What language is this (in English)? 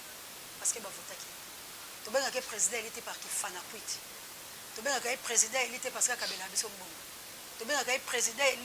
Lingala